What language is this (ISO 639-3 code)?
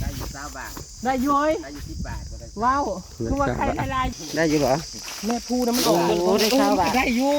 tts